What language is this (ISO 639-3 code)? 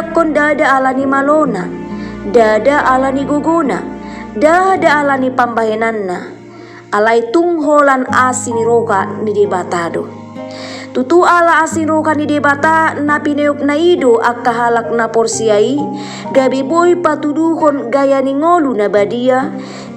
bbc